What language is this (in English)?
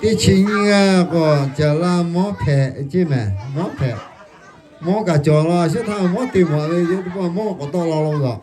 Lahu